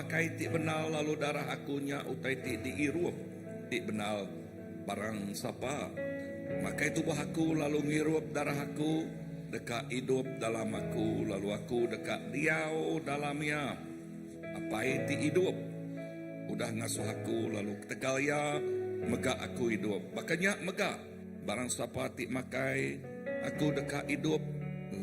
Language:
Iban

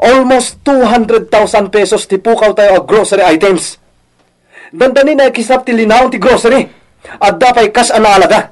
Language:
Iloko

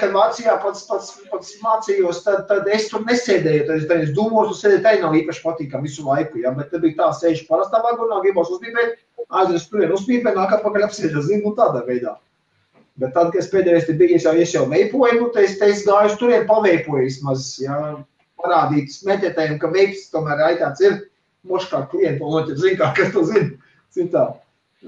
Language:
Latvian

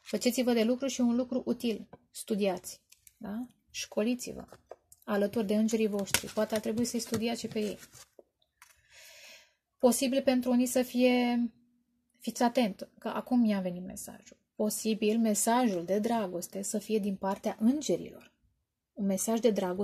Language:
Romanian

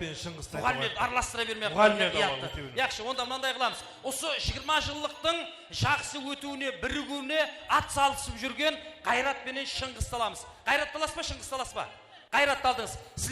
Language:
Kara-Kalpak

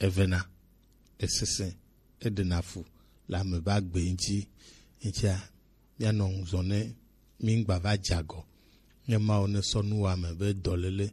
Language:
Gen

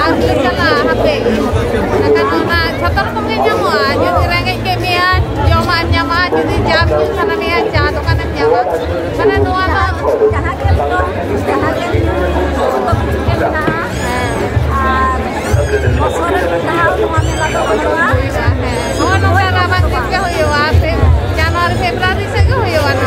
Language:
Santali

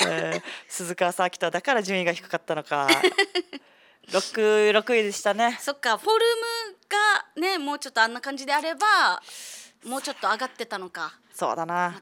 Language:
Japanese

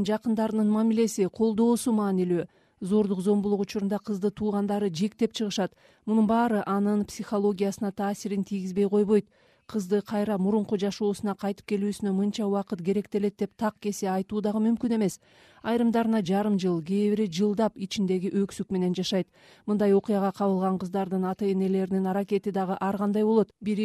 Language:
Kyrgyz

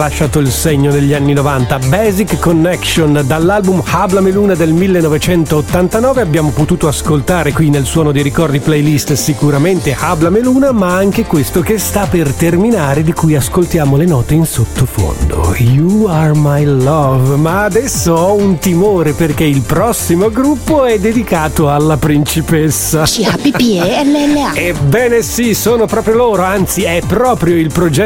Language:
Italian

